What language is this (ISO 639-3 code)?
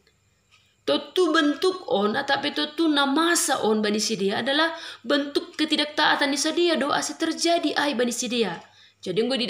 bts